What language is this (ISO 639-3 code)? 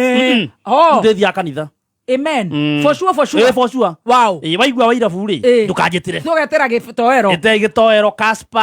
kik